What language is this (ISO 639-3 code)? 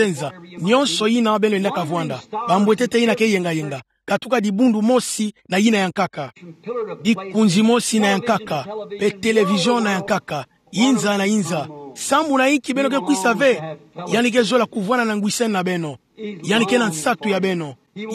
ktu